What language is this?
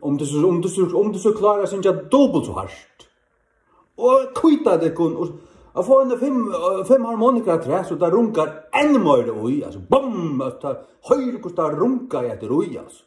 Faroese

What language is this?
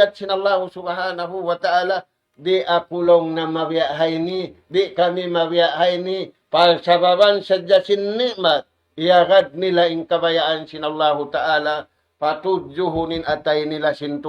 Tausug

